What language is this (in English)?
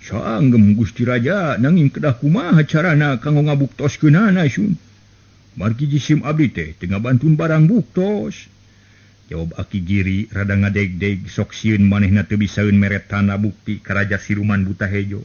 Sundanese